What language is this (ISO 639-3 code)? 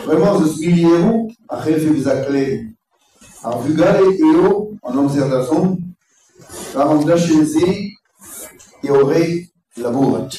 bre